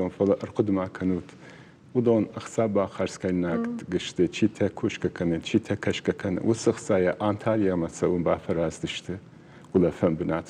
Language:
Ossetic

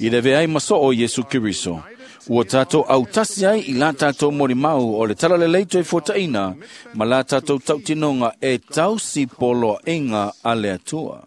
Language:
Samoan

